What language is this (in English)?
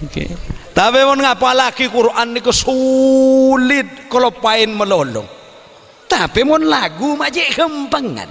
Madurese